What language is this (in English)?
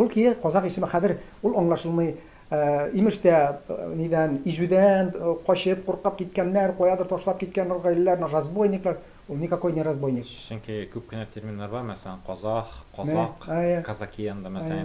Tatar